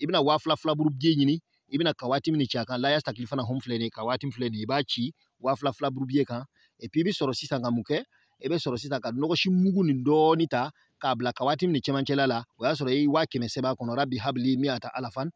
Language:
Bambara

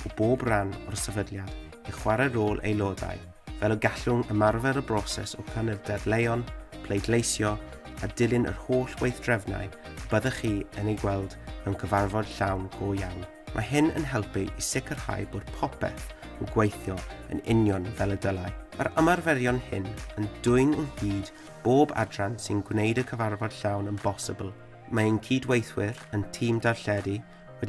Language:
Welsh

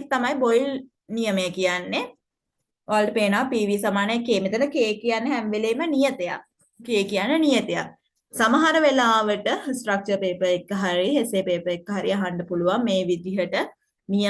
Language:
Sinhala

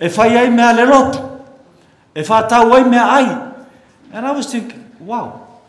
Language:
Samoan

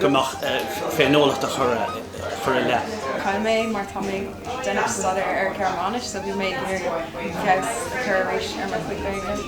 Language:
Irish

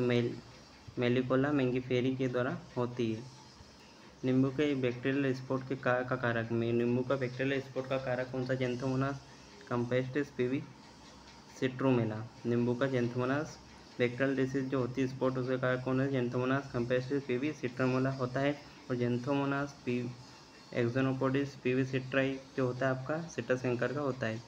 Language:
Hindi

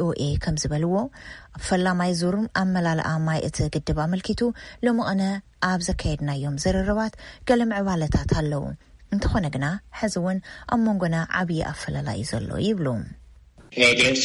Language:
Tigrinya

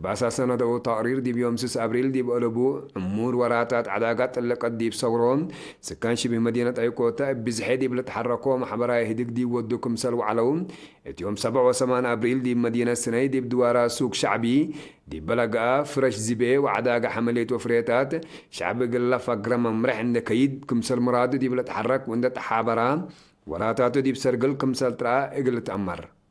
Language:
Tigre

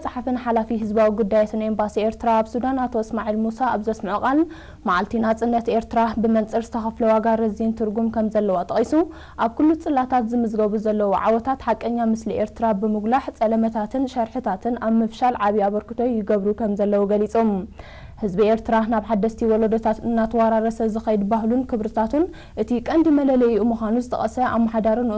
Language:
Tigrinya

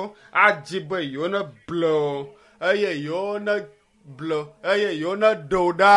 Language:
Ewe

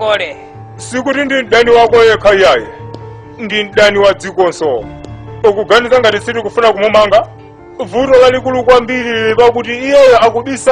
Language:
Nyanja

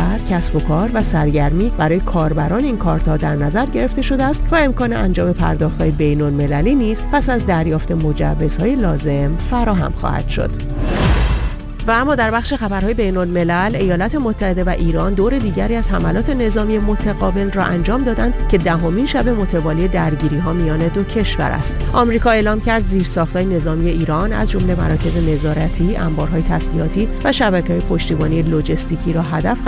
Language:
Persian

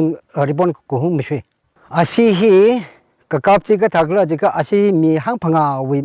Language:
Tangkhul Naga (India)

